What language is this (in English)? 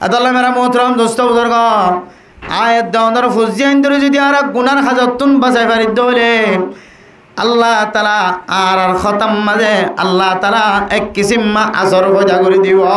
Rohingya